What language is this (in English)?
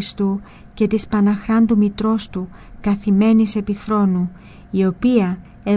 Greek